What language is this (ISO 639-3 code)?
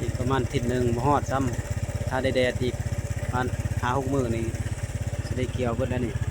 lao